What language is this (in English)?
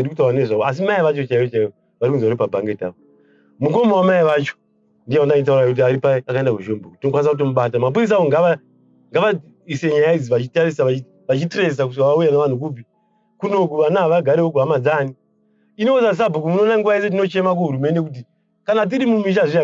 Shona